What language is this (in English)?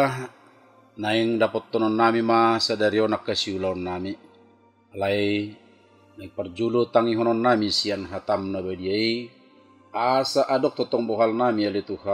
Batak Toba